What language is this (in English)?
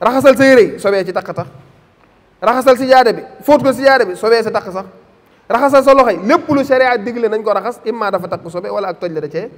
Wolof